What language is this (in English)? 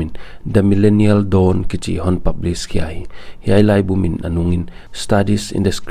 Paite Chin